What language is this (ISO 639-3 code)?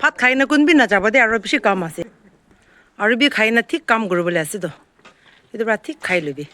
nag